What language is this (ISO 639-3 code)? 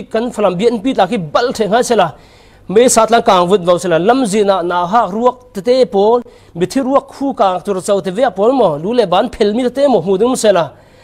cfm